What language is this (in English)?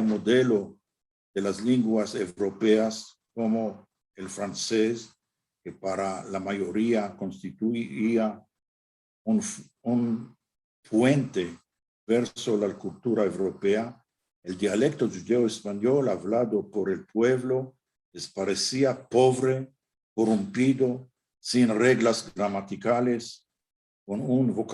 Ladino